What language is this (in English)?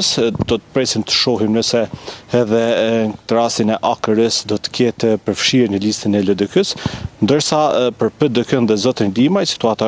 Albanian